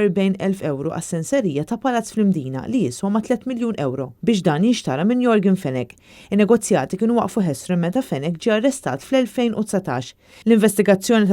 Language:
Maltese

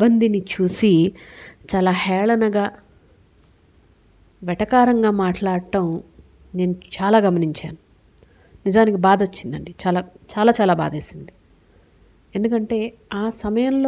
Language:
Telugu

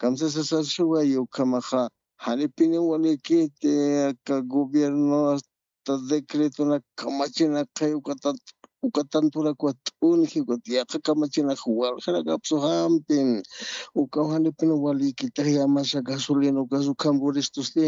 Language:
Aymara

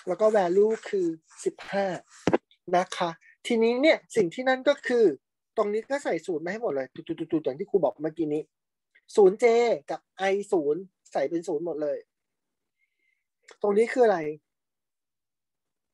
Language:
Thai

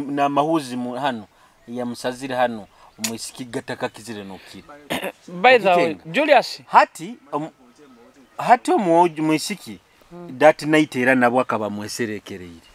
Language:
Nyoro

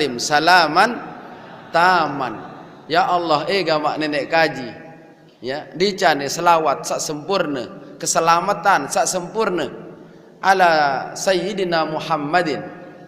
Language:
Sasak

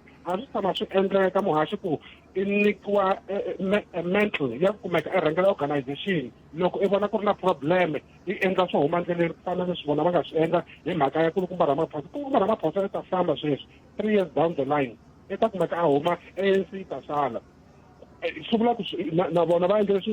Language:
Tsonga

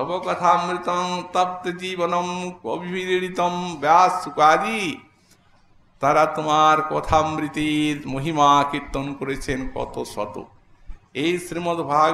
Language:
Bangla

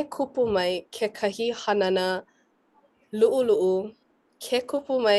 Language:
Hawaiian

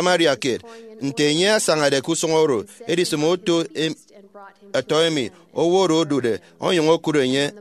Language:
Efik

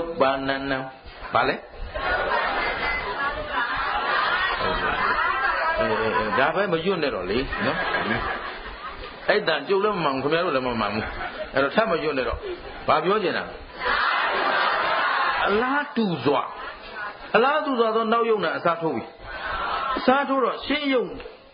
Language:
Burmese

